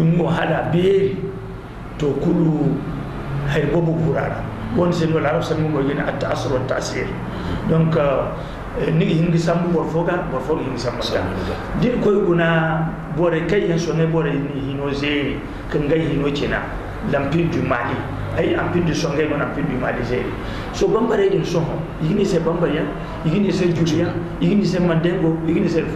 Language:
Zarma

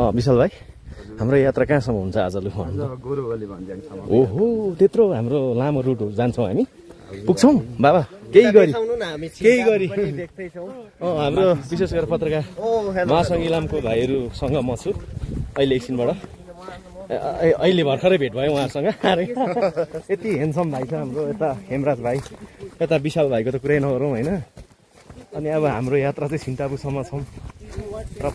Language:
Nepali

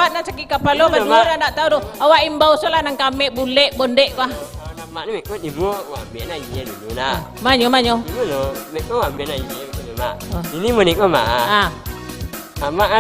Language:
Minangkabau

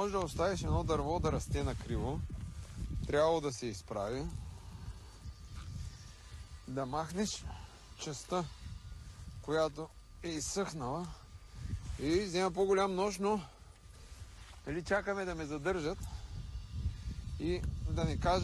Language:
Bulgarian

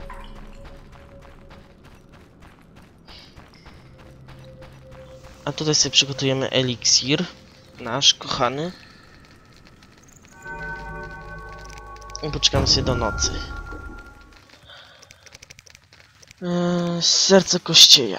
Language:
Polish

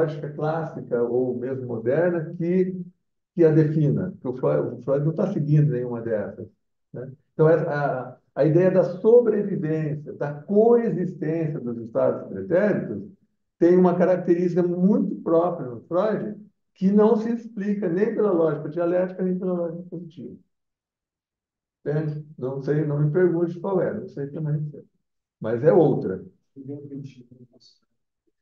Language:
Portuguese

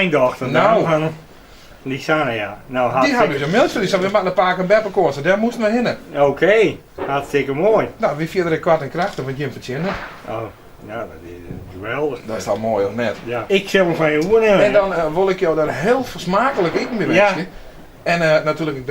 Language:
Western Frisian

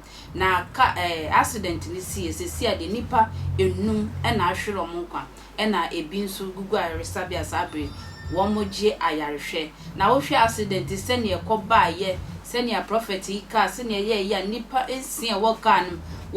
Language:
Akan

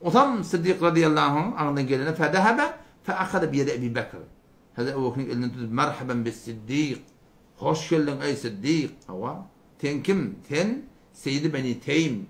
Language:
Turkmen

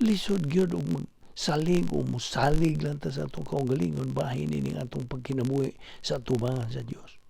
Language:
Cebuano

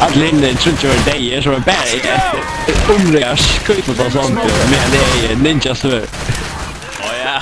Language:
Faroese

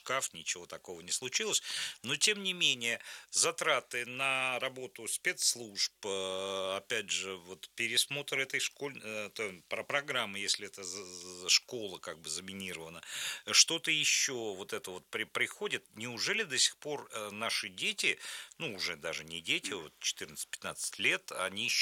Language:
Russian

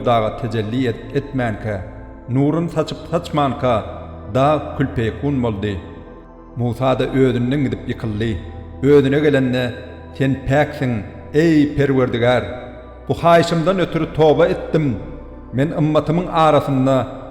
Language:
Turkmen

